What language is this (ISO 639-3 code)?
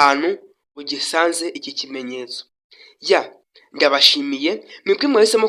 kin